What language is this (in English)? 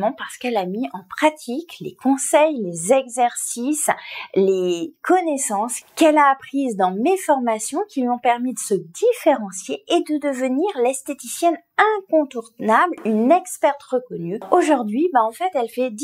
French